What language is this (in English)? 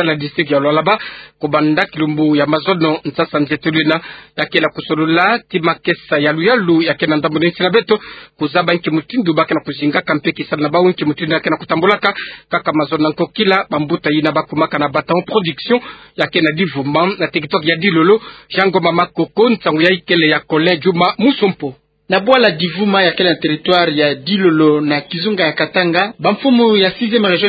Kituba (Democratic Republic of Congo)